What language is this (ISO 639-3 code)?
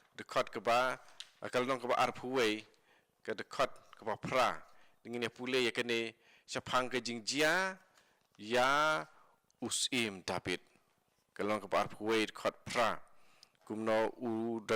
kha